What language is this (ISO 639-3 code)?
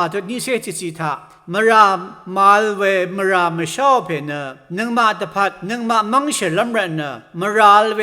raw